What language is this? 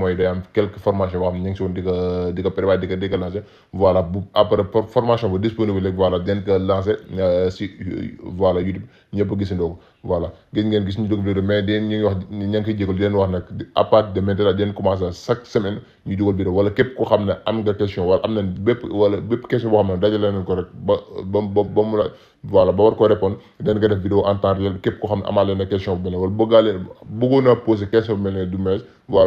Wolof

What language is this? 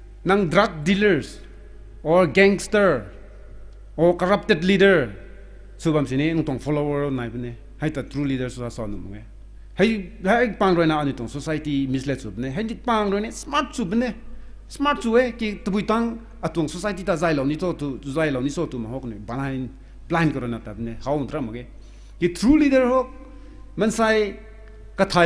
Rongmei Naga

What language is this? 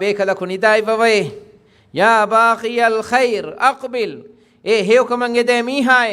Divehi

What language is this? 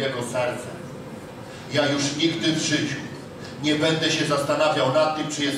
Polish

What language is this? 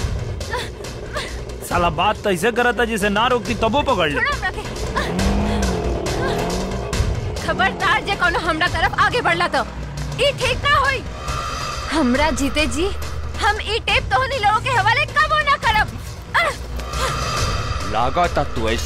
Bhojpuri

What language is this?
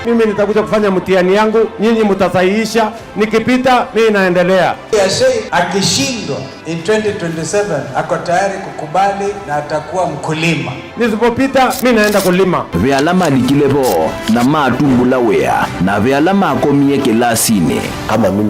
Kamba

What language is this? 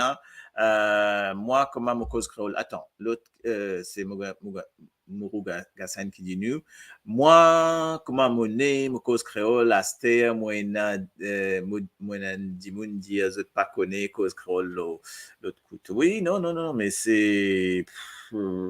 Morisyen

